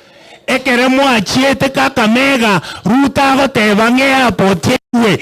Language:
Gusii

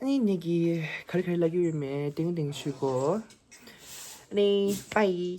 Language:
Tibetan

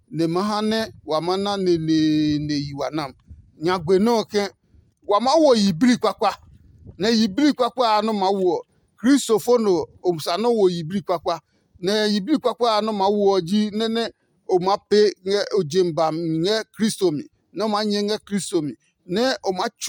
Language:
Adangme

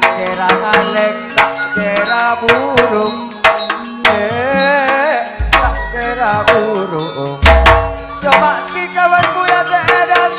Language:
Madurese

